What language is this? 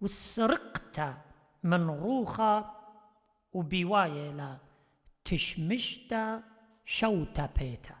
Assyrian Neo-Aramaic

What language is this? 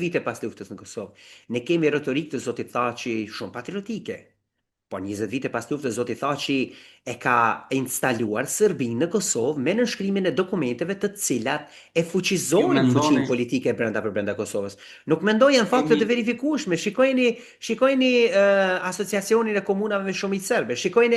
Albanian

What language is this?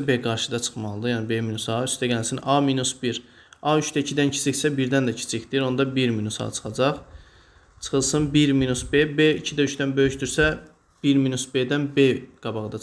Azerbaijani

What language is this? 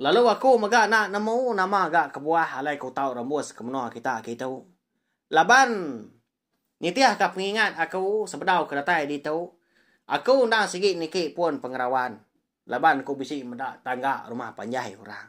Iban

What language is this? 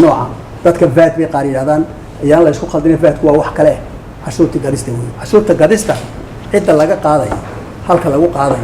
Somali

